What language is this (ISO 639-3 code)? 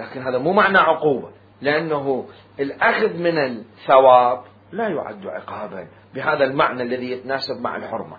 acm